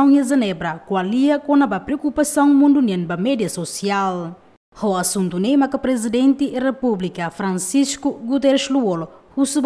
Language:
Tetum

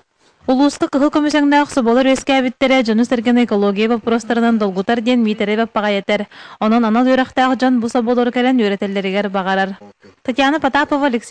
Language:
Yakut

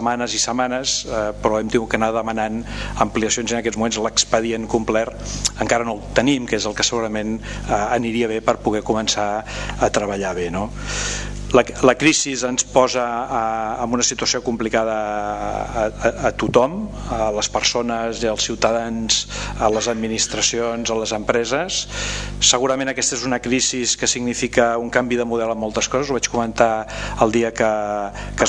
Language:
Catalan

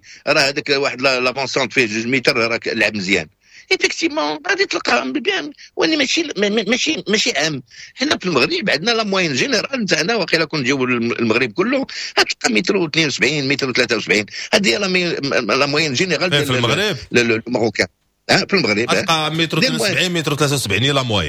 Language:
Moroccan Arabic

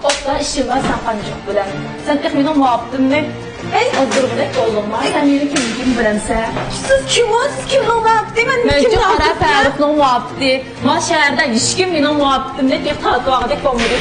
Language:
Uyghur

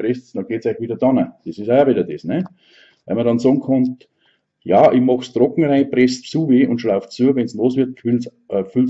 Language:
Bavarian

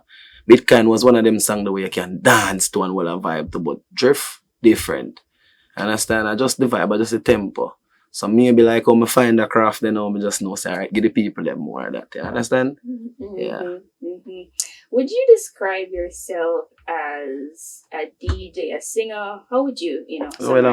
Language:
Jamaican Creole English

